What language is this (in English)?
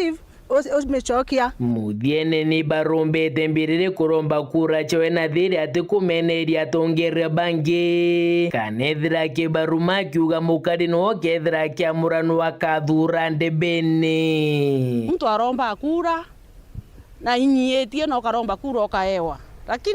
Meru